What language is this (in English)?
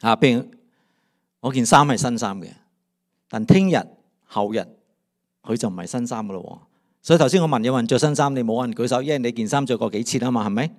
Cantonese